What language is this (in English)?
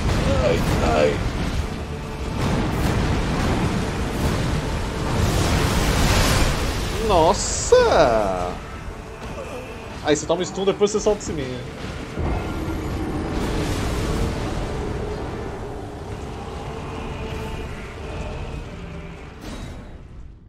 Portuguese